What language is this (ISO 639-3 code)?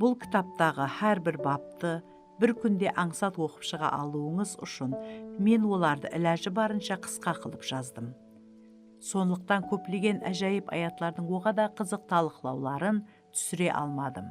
kaa